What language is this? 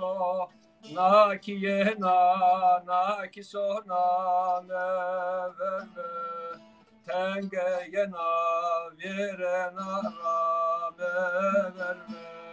Zaza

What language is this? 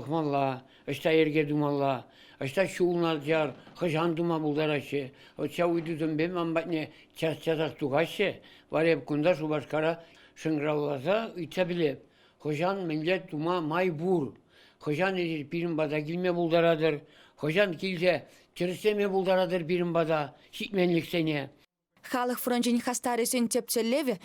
Chuvash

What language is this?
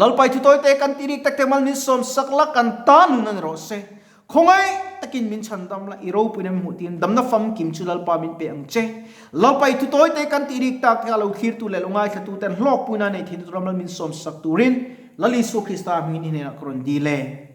Mizo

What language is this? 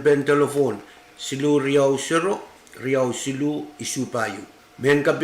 Pohnpeian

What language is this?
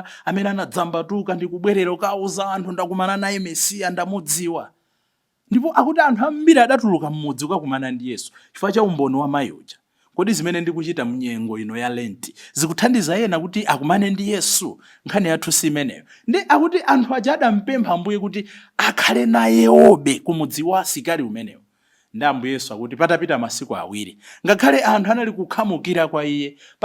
Nyanja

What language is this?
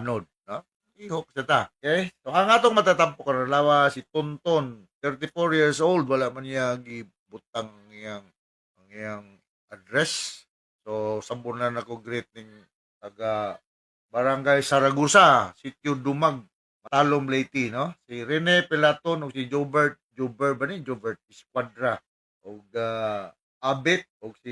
Cebuano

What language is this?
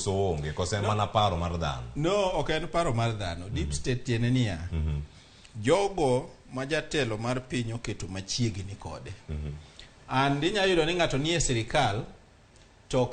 Luo (Kenya and Tanzania)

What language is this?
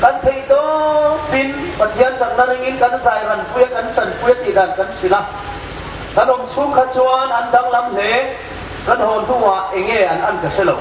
Hmar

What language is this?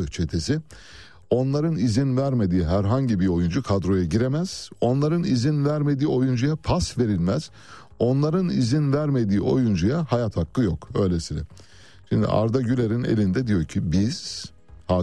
Turkish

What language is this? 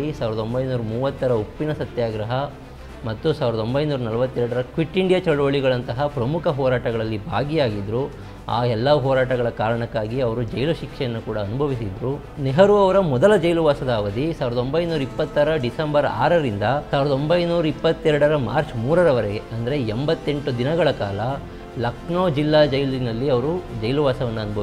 Kannada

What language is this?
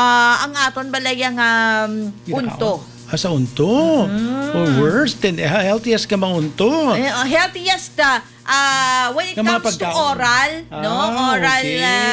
Hiligaynon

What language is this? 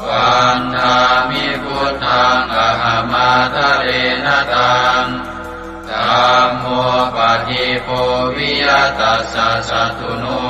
Pali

